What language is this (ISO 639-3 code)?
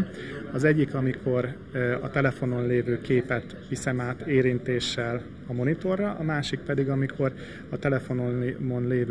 hun